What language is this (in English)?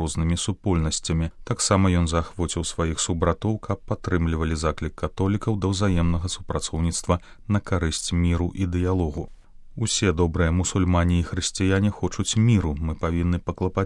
Belarusian